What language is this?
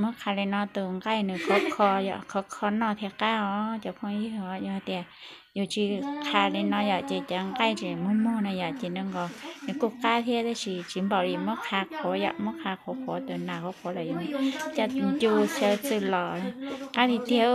Hmong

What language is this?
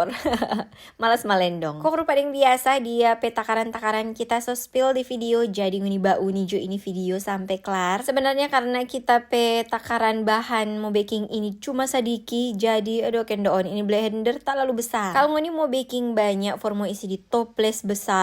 Manado Malay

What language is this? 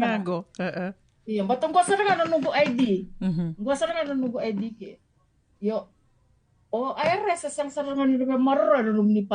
Fijian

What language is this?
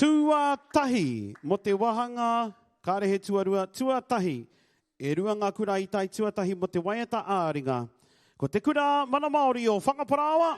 Māori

